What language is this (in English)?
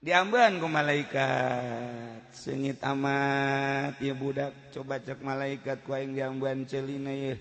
Sundanese